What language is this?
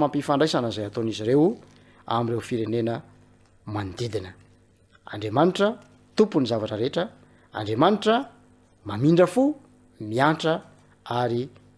Malagasy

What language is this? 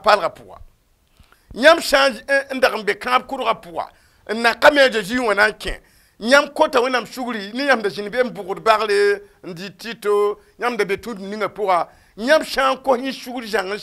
Mossi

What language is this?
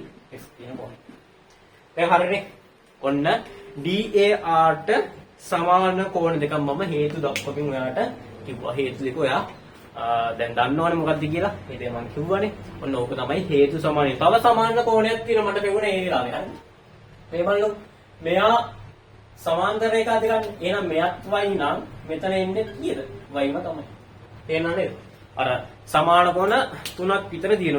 Sinhala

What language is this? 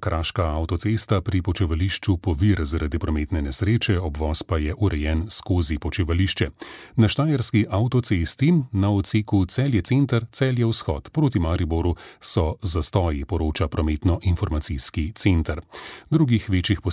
Slovenian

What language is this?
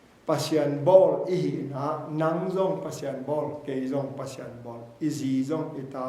Tedim Chin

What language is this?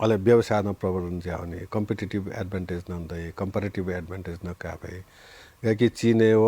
Newari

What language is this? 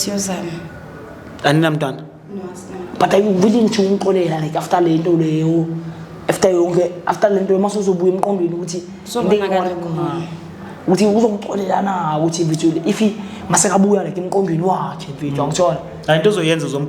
Zulu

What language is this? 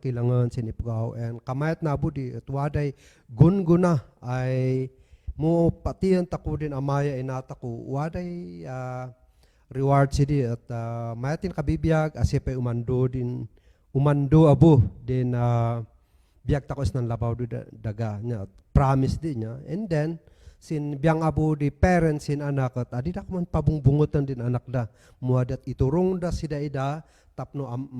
Kankanaey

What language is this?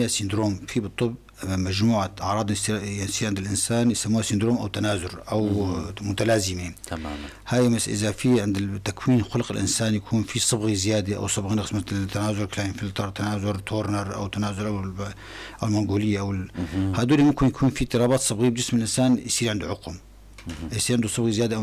North Levantine Arabic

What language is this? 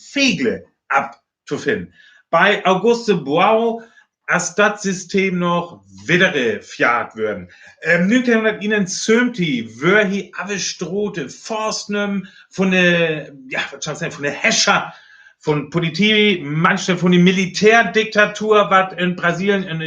Northern Frisian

